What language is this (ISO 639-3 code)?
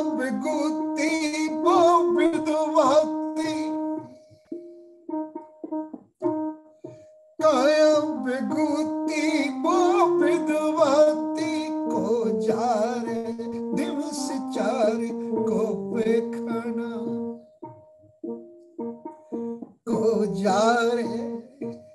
pan